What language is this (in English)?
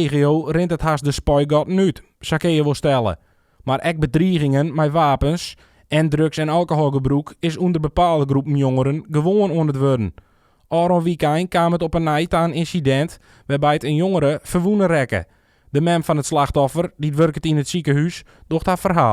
Western Frisian